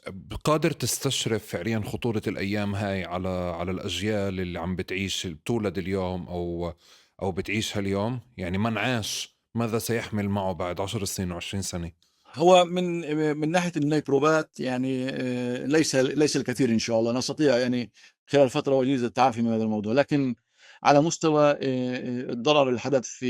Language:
North Levantine Arabic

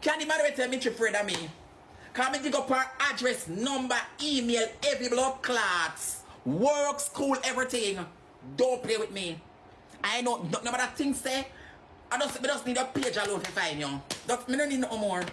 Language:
Jamaican Creole English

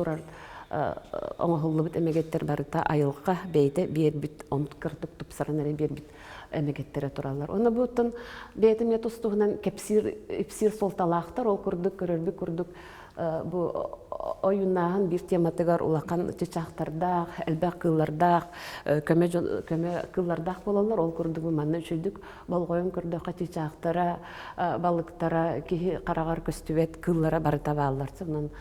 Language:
Yakut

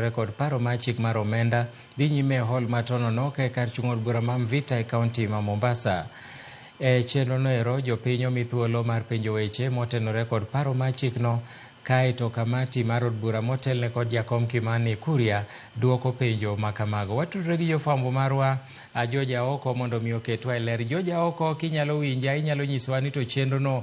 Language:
Luo (Kenya and Tanzania)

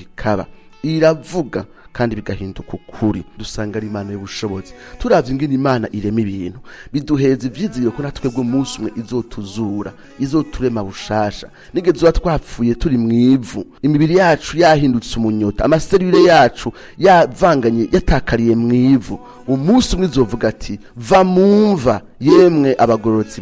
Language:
Rundi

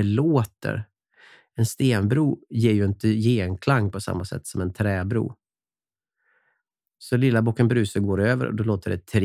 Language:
Swedish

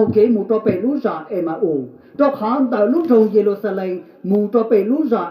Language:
Hmong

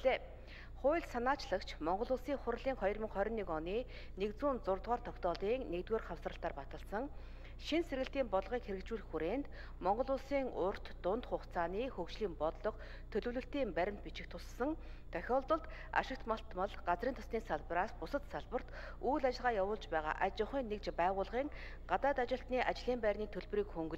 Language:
Mongolian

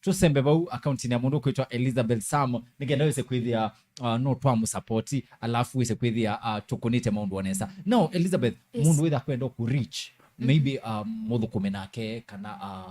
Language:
Kamba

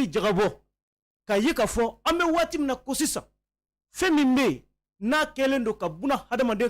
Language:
Bambara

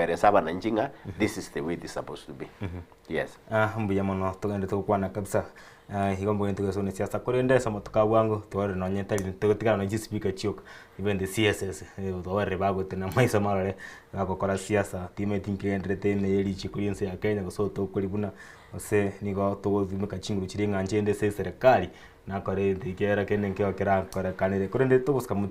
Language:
Gusii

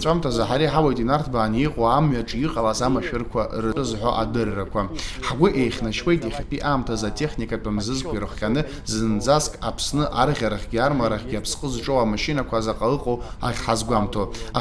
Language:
Abkhazian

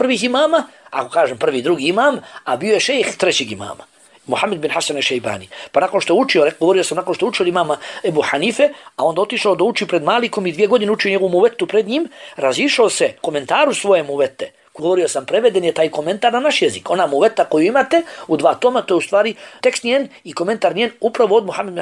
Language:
Bosnian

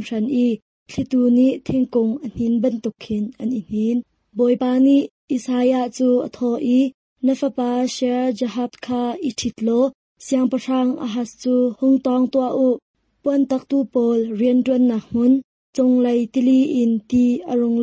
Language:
Hakha Chin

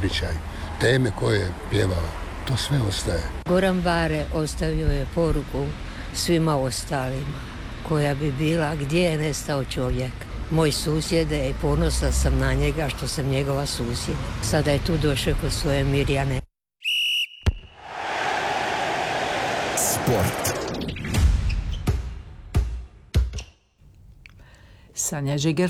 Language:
Croatian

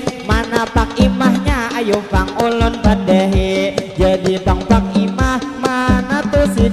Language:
Banjar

